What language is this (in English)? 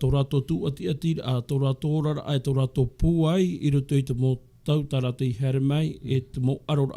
Tahitian